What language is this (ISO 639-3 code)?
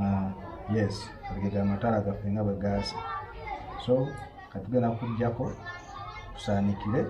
lug